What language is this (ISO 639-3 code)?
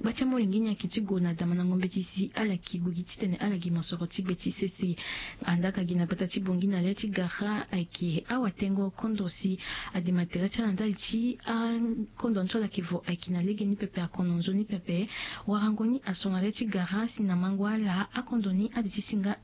sag